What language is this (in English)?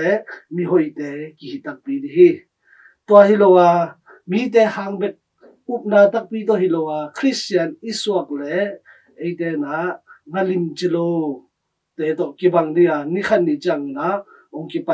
Tedim Chin